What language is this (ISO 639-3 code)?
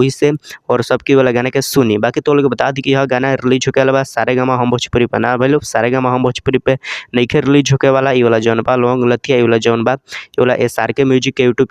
bho